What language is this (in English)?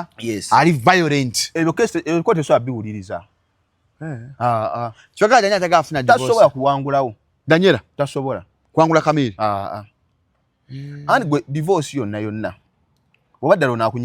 Ganda